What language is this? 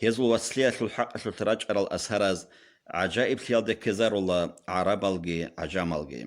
Avaric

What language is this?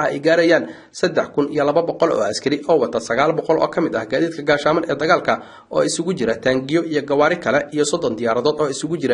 Somali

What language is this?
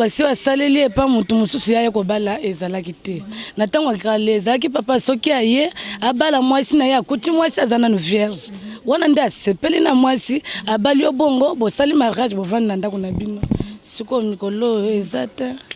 Lingala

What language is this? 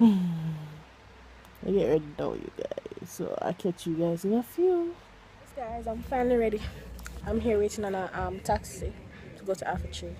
Jamaican Creole English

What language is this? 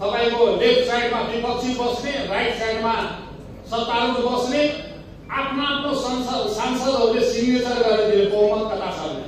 Nepali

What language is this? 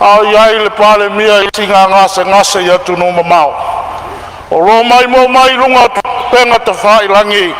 Samoan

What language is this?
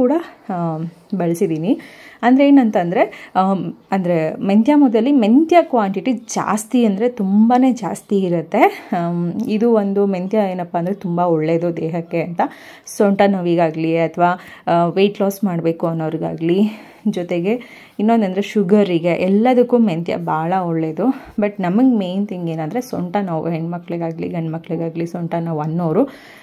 Kannada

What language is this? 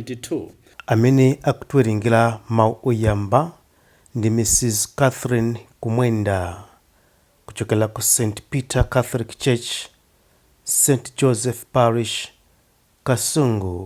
Nyanja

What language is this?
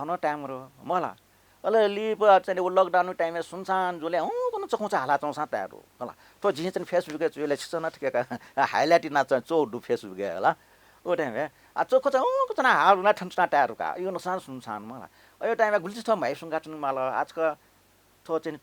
Newari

